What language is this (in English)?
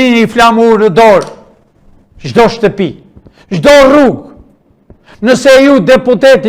Albanian